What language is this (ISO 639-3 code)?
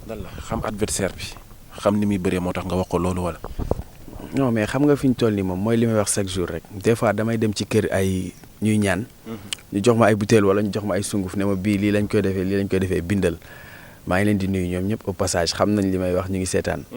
wol